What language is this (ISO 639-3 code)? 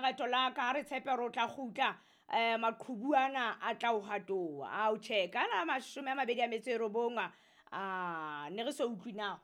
sot